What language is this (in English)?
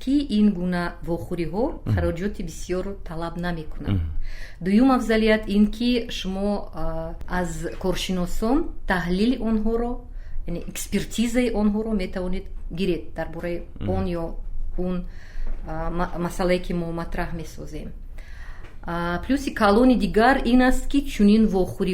Tajik